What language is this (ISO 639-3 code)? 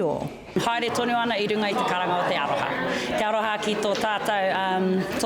mri